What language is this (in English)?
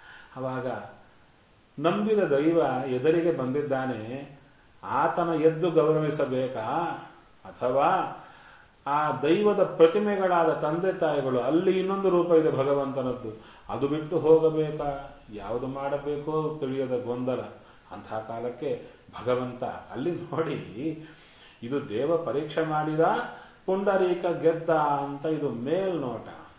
Kannada